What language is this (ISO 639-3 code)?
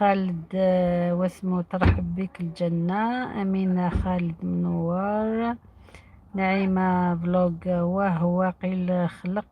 arq